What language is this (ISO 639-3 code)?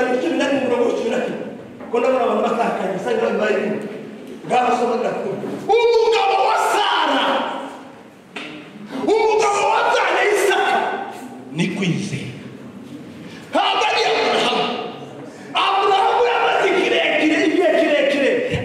kin